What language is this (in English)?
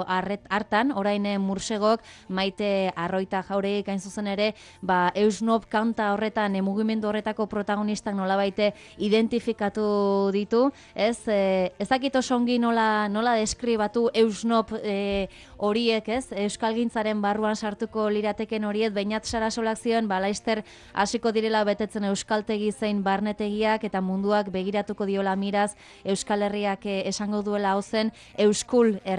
Basque